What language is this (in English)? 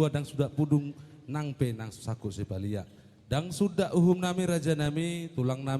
Batak Toba